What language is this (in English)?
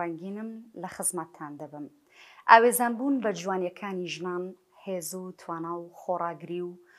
Central Kurdish